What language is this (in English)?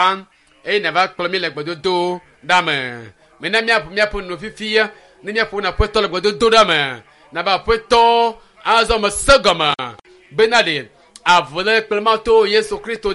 Ewe